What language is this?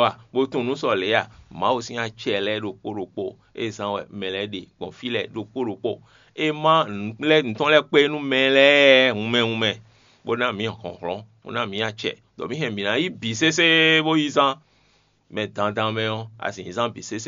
Fon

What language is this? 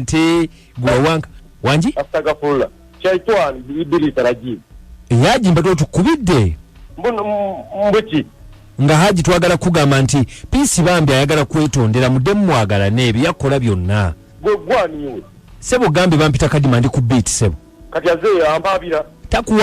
Ganda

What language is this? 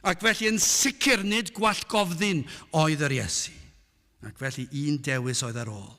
Welsh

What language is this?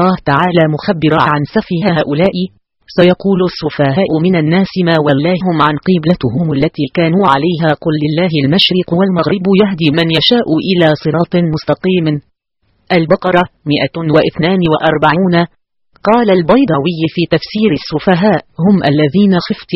Arabic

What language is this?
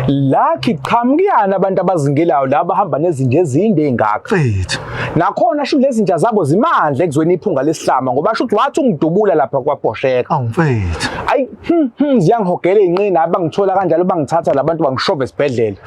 Zulu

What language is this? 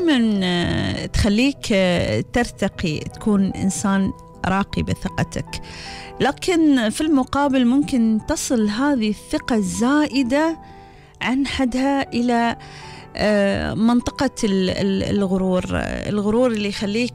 Gulf Arabic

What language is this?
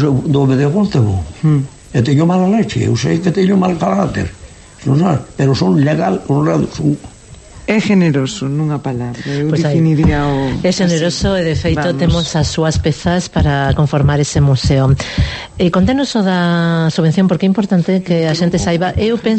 Galician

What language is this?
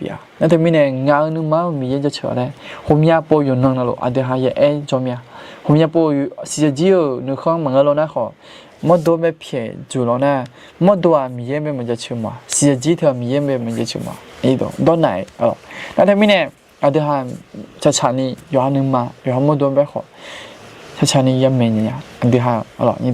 Akha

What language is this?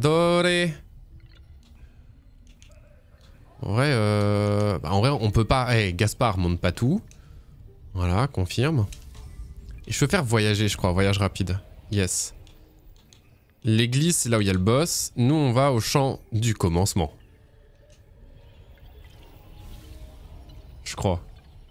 French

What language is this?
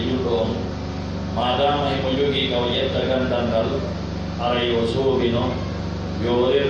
Pular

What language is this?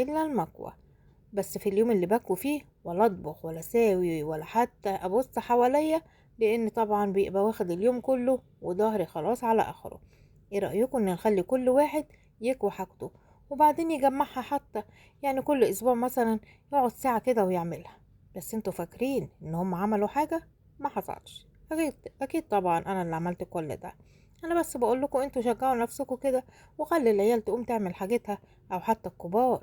Egyptian Arabic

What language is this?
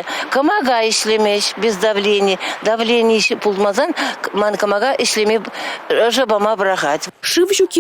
Chuvash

